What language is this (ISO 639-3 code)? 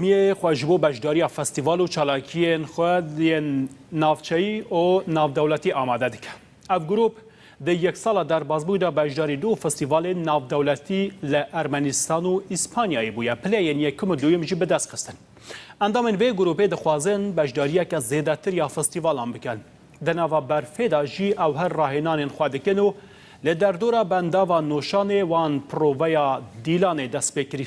kur